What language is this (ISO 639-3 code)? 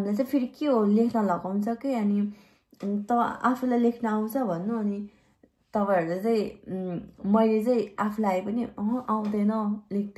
nep